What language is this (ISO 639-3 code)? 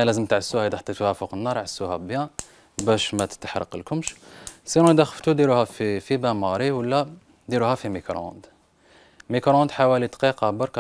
arq